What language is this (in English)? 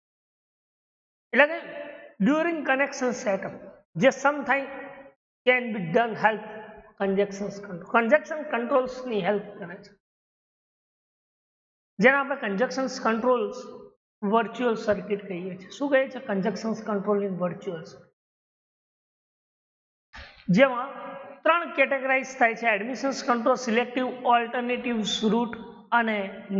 Gujarati